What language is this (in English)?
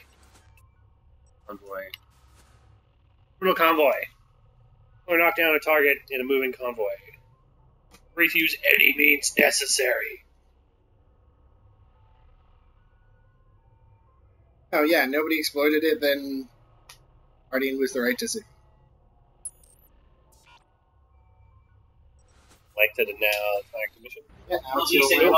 English